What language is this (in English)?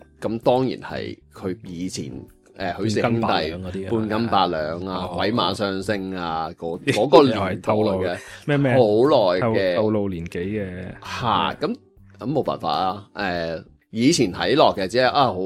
Cantonese